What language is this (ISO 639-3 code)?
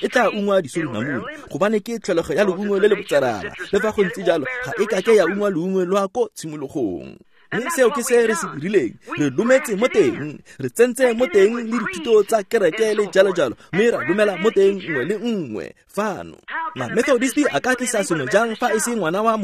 tsn